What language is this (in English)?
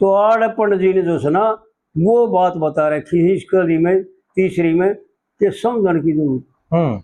Haryanvi